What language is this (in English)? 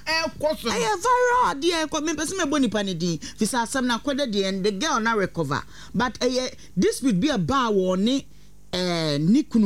Akan